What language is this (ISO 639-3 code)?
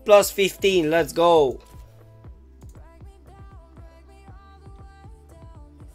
ron